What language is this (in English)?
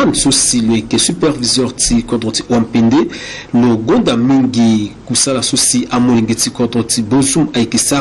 Sango